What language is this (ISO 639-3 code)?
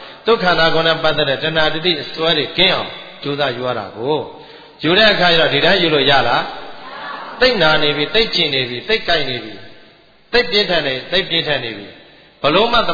mya